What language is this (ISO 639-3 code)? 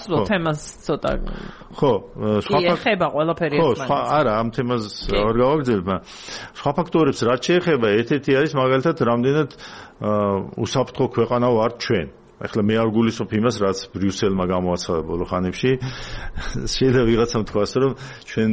kat